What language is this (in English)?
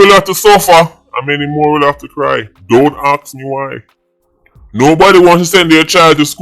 Jamaican Creole English